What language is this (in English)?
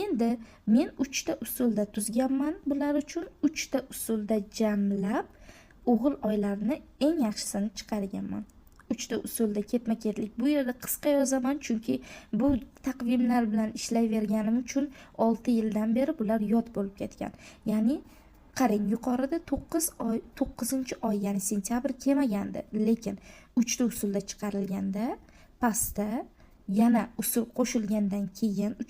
Uzbek